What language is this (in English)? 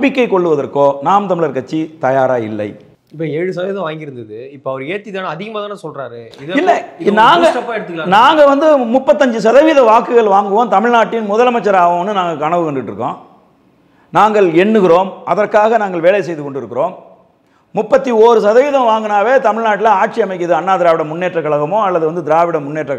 Tamil